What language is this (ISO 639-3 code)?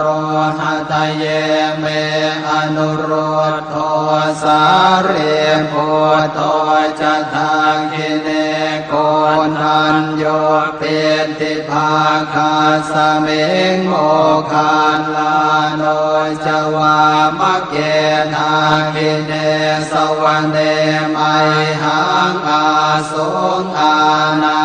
pli